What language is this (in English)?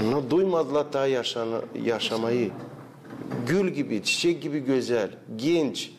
Gagauz